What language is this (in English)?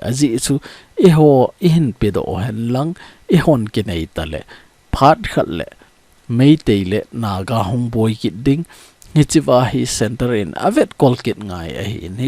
Thado Chin